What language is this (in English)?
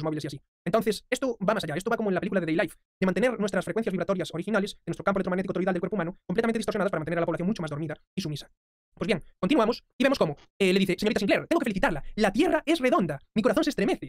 Spanish